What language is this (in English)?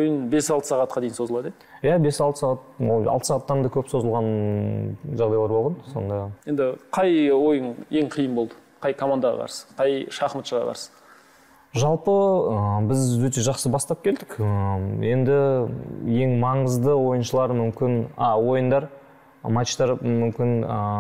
Kazakh